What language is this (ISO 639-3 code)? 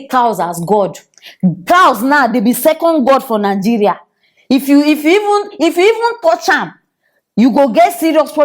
pcm